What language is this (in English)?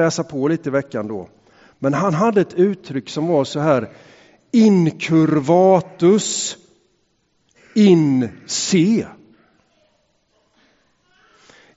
Swedish